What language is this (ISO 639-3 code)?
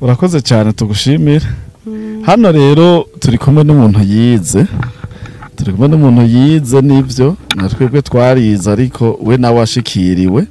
run